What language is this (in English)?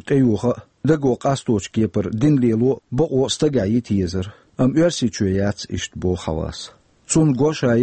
Chechen